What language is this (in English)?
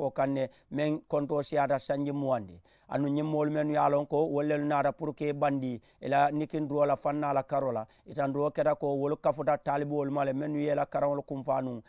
Mandingo